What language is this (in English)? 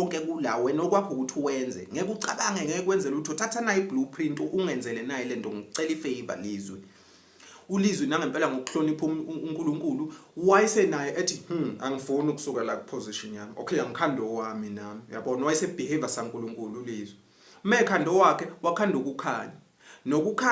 Zulu